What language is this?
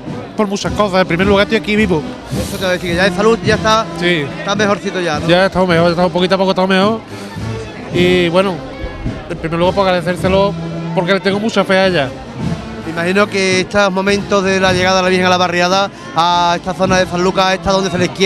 Spanish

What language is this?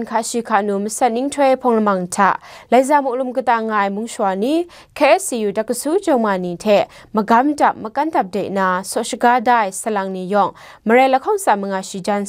Kachin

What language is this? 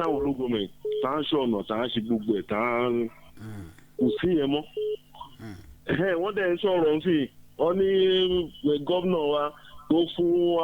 Yoruba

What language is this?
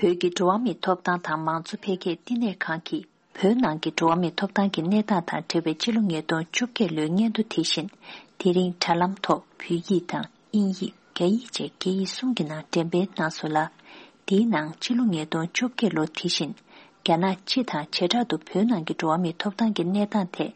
Tibetan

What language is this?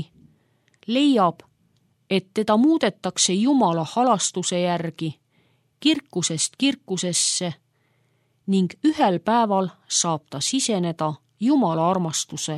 Estonian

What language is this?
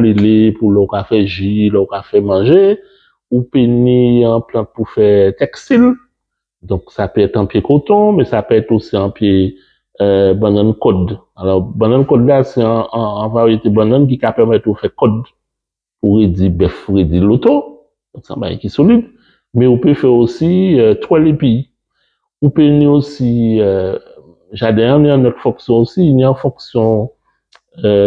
Guadeloupean Creole French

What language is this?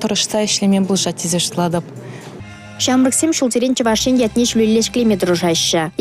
Chuvash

